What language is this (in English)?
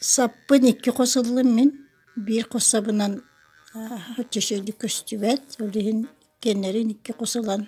Yakut